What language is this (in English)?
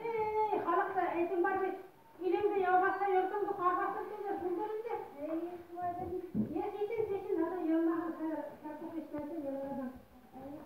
Bashkir